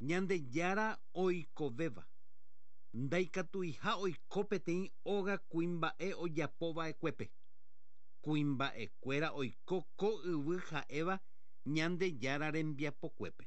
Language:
Guarani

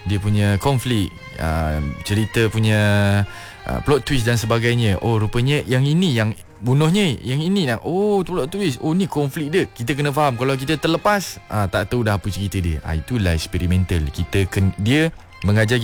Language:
Malay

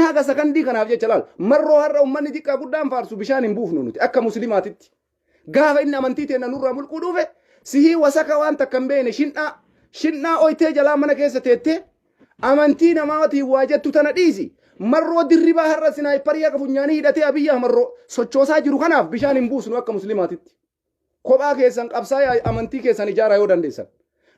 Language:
Oromo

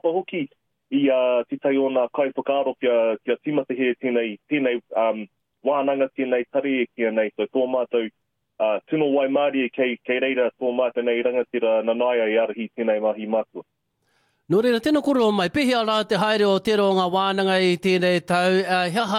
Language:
Māori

